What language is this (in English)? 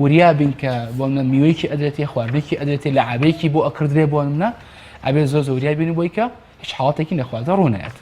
Central Kurdish